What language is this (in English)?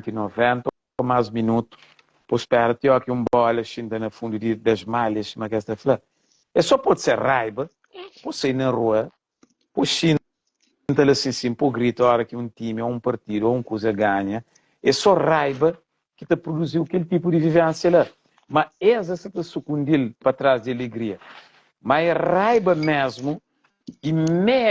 Kabuverdianu